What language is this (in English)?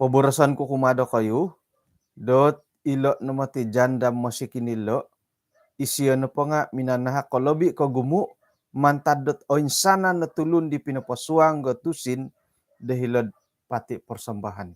Central Dusun